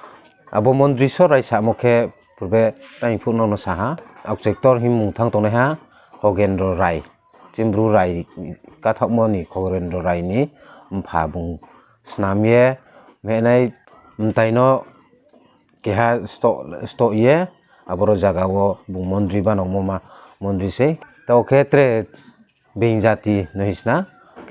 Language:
Riang (India)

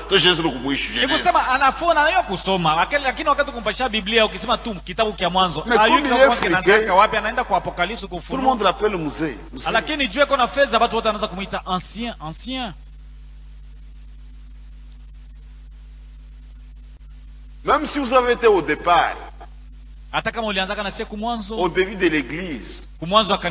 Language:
Swahili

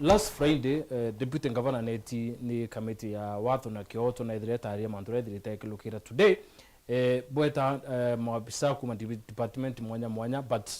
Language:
Meru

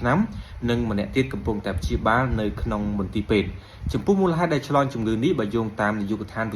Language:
Khmer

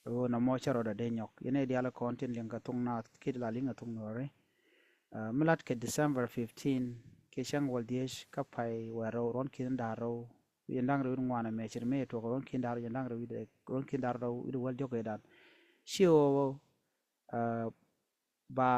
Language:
Nuer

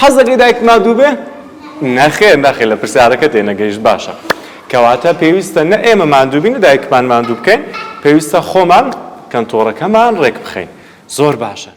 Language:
Central Kurdish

